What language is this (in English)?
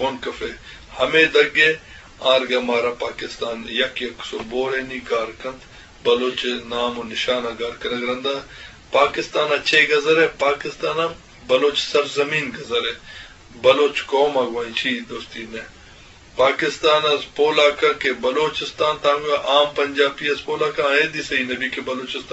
Eastern Balochi